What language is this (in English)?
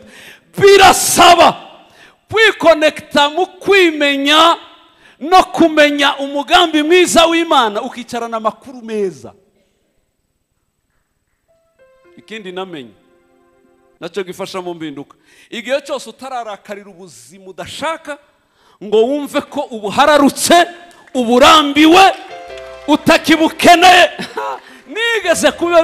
Kinyarwanda